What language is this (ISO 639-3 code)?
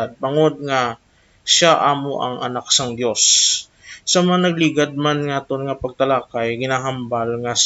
hil